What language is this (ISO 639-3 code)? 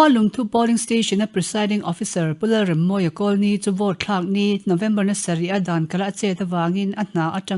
lus